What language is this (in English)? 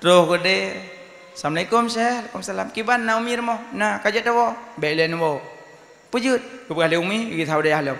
Achinese